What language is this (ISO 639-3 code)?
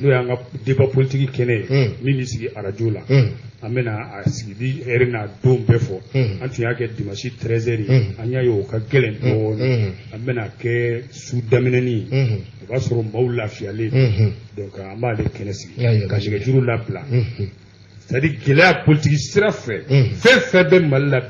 bam